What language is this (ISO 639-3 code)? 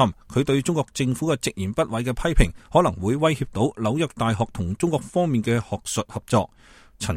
yue